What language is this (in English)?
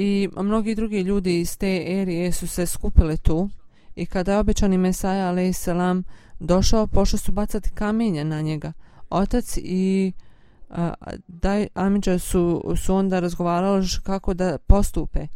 Bosnian